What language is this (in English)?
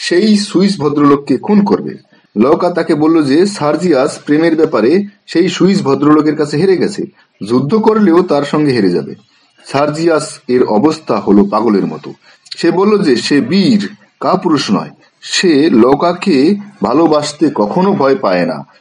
Bangla